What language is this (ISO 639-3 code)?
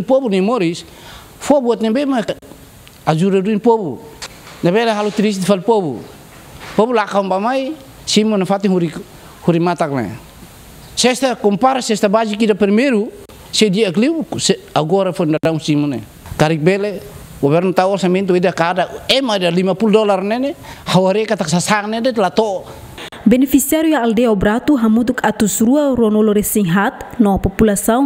tet